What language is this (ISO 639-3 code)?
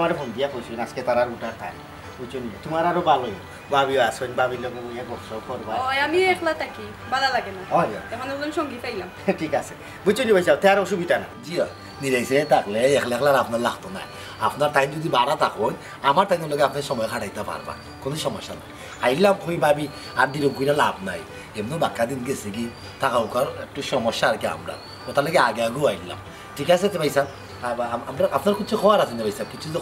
syl